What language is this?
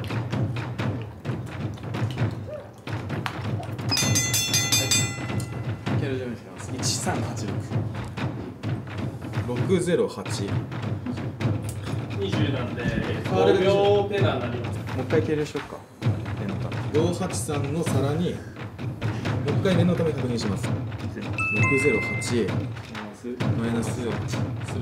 Japanese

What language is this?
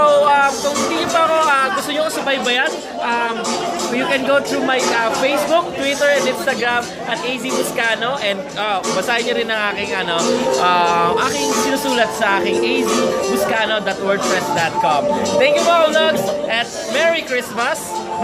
Filipino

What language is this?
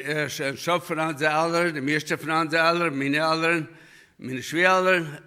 Plautdietsch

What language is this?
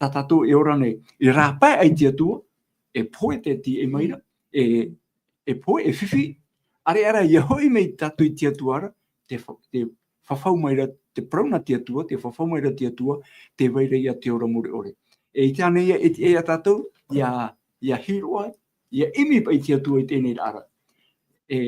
Tahitian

